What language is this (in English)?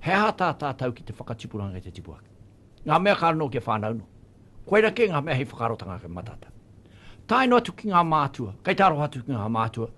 Māori